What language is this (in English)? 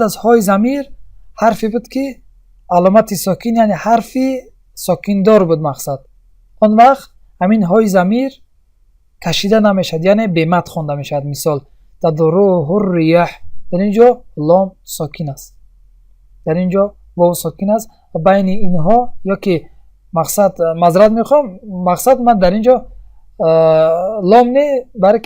Tajik